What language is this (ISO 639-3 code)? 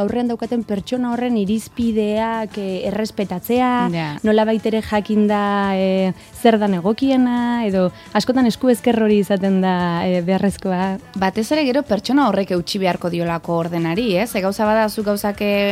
eus